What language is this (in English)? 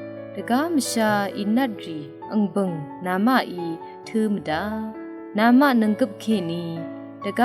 Rawang